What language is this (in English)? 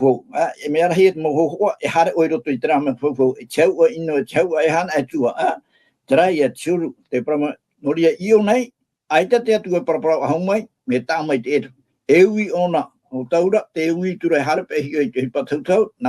Tahitian